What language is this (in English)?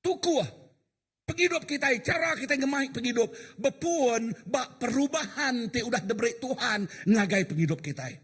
Iban